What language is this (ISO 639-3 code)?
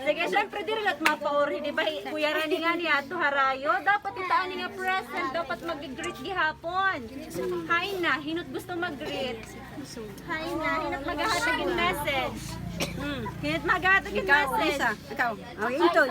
war